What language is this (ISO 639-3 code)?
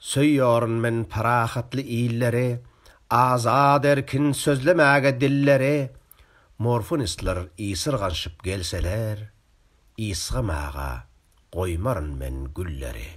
tuk